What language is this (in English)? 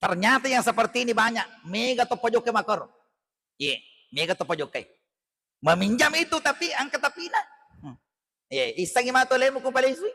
Buginese